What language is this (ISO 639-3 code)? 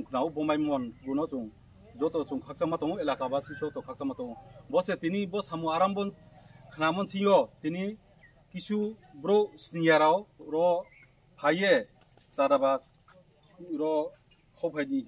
trp